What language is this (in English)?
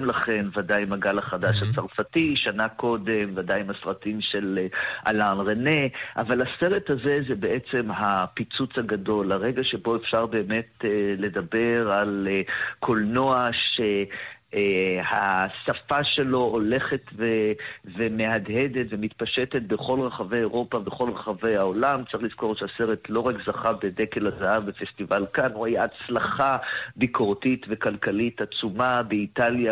Hebrew